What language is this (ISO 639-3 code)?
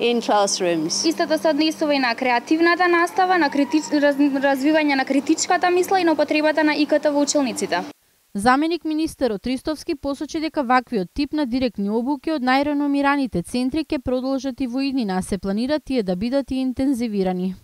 mkd